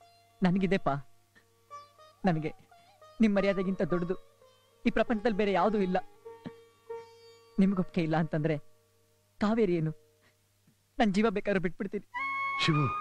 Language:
Kannada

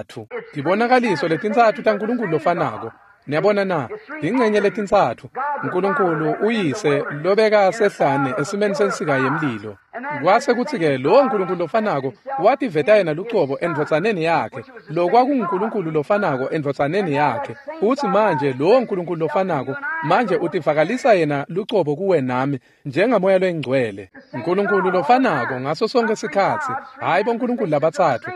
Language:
Swati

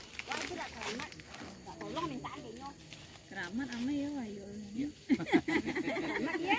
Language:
Minangkabau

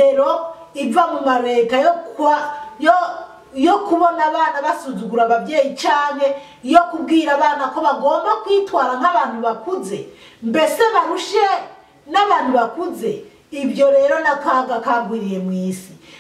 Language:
Rundi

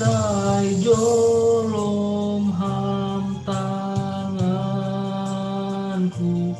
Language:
Batak Simalungun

